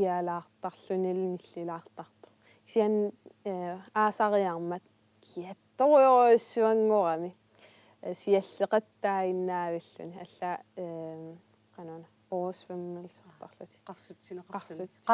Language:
Kalaallisut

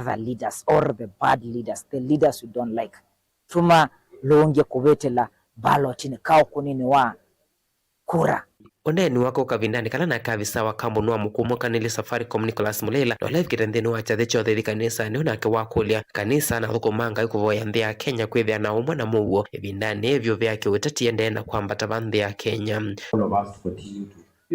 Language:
Kamba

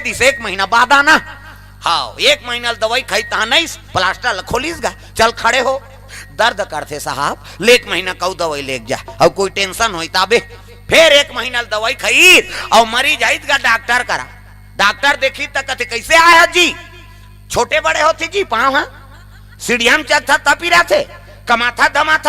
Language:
Chhattisgarhi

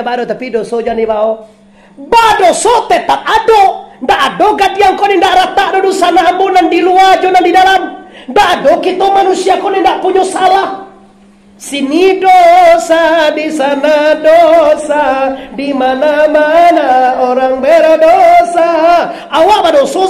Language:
Minangkabau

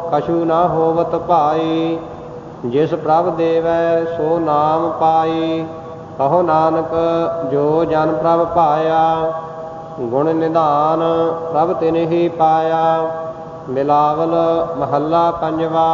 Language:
Punjabi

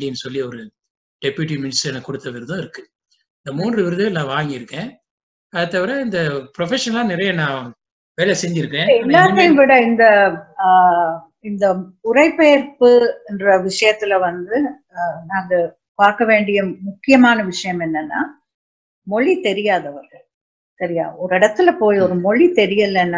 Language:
Tamil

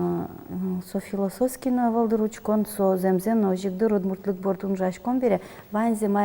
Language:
Udmurt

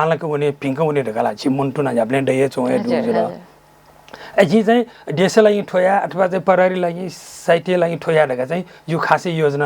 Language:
Newari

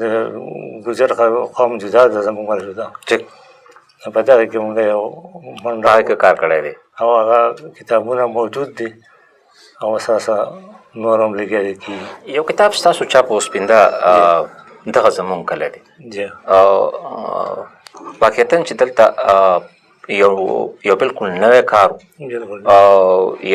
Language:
Pashto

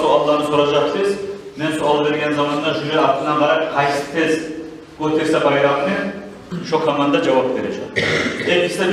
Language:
Kumyk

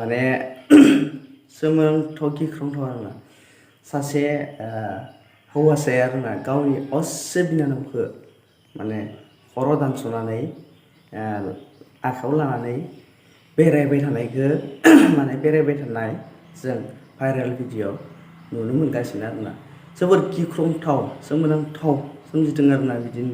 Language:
Bodo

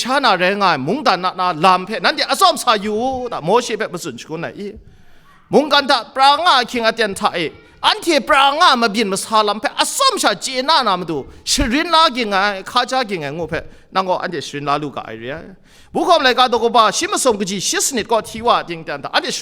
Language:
Kachin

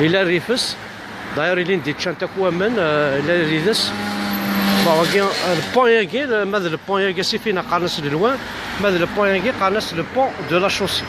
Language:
Kabyle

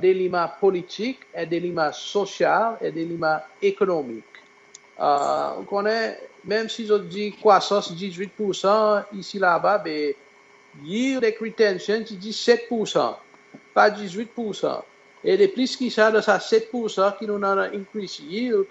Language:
Seselwa Creole French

